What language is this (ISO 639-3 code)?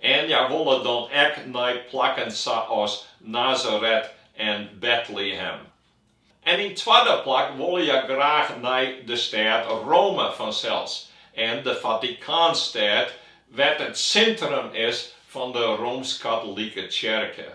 fry